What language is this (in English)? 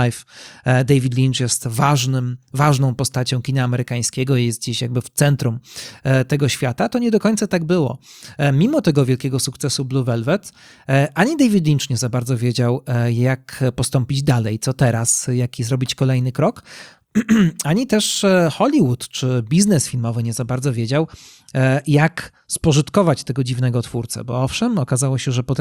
Polish